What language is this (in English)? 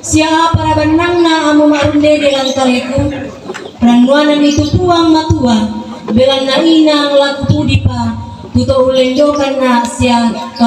Toraja-Sa'dan